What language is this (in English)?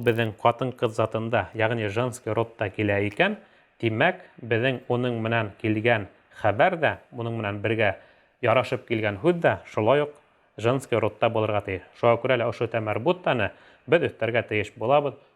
Bashkir